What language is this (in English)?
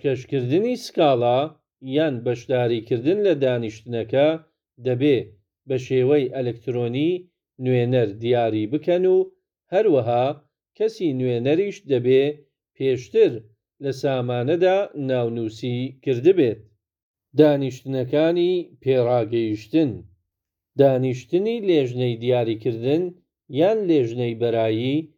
Central Kurdish